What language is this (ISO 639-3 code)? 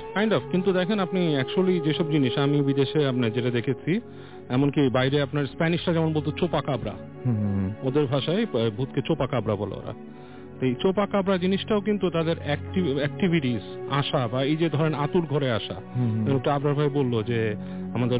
ben